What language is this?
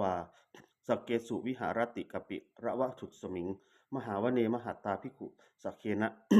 Pali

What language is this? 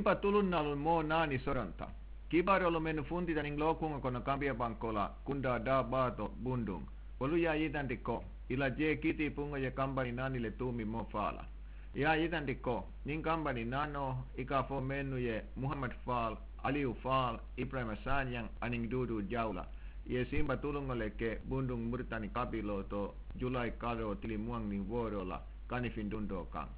Mandingo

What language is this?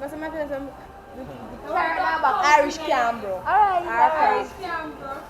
Jamaican Creole English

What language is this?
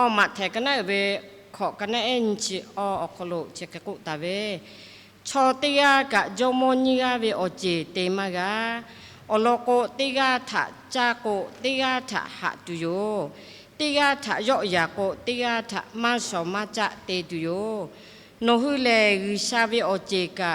Lahu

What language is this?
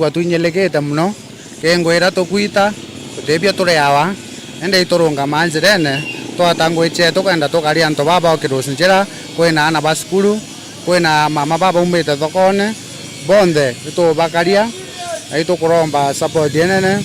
Meru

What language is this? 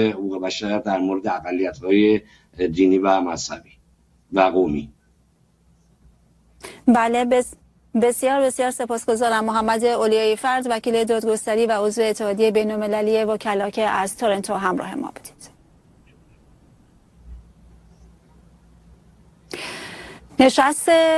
Persian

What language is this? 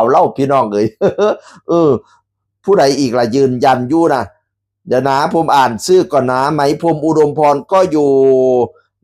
Northeastern Thai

